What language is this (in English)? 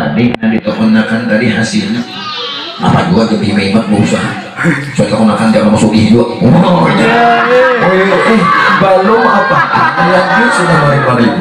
Banjar